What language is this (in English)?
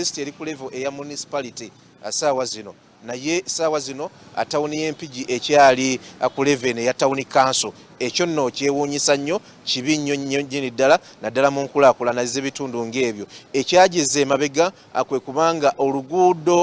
Ganda